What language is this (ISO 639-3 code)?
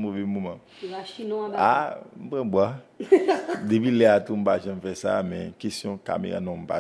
hat